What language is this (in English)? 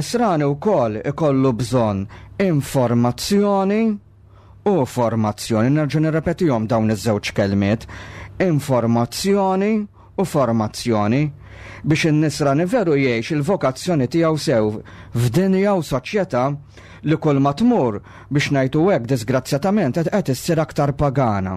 Maltese